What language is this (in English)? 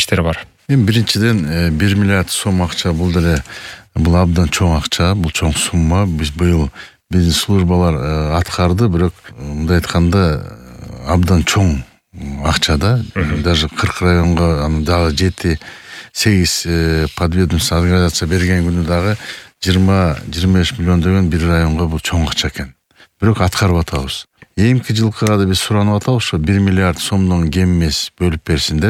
Kyrgyz